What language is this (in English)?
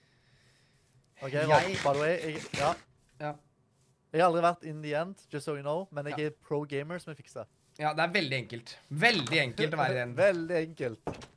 Norwegian